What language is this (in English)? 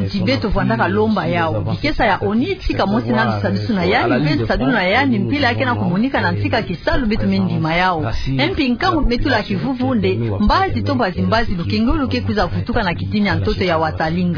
Kituba (Democratic Republic of Congo)